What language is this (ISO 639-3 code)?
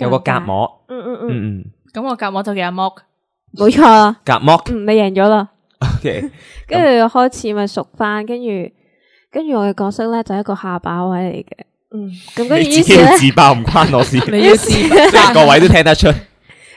yue